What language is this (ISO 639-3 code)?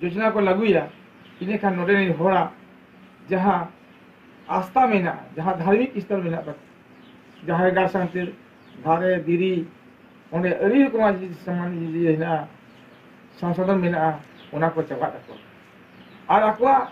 sat